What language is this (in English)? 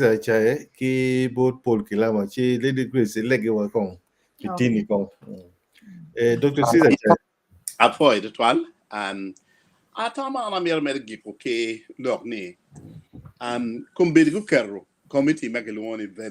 Acoli